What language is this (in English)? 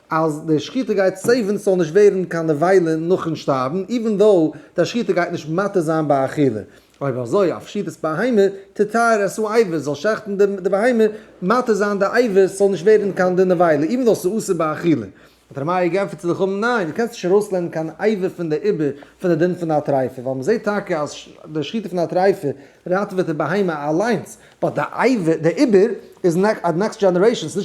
Yiddish